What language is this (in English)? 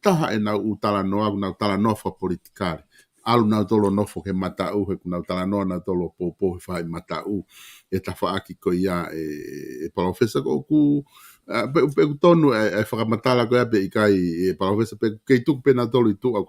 Tongan